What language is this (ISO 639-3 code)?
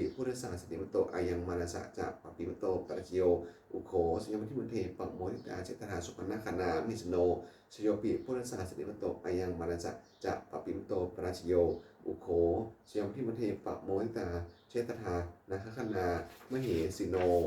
pli